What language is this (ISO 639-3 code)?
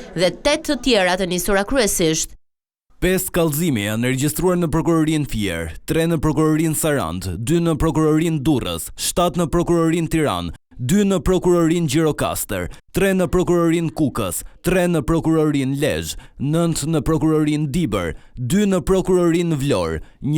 sqi